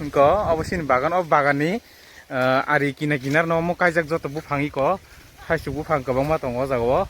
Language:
Kok Borok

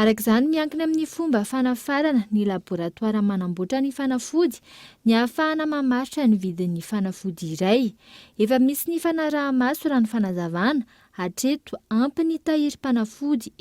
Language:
Malagasy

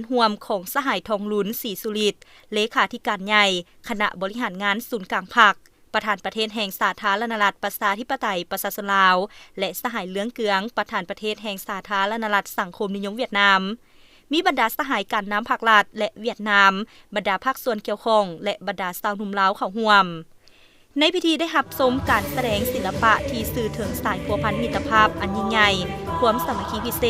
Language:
Lao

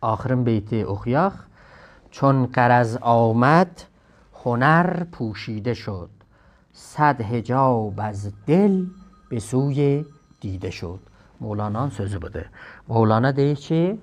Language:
South Azerbaijani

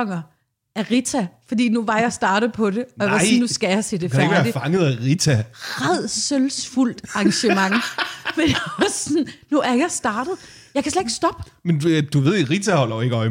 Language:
Danish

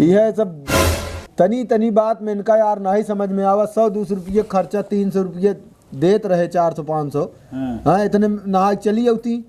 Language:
Awadhi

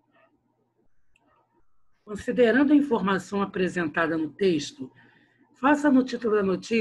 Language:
Portuguese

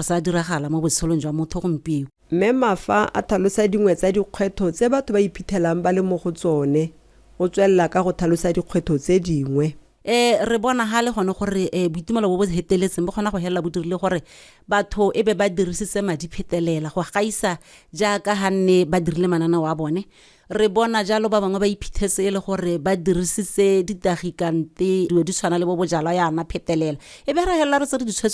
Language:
Tswana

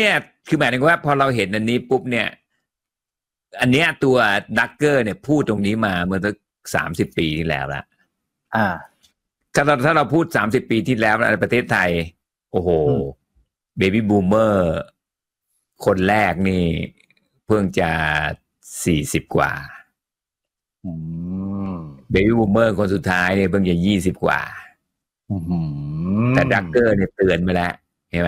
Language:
Thai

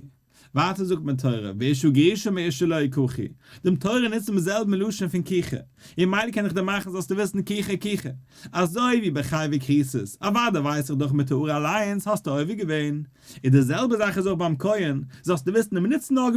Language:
Yiddish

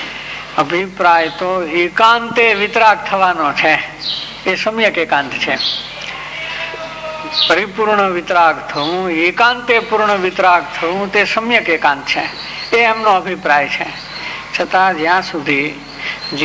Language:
Gujarati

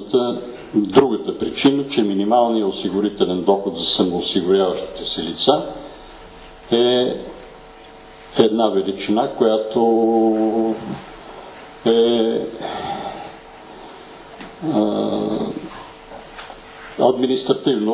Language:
Bulgarian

